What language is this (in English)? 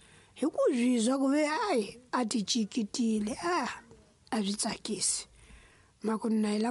Tsonga